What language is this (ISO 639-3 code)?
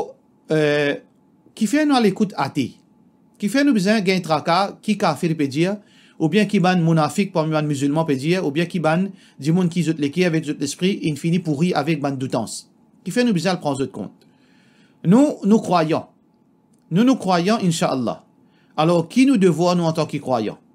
mfe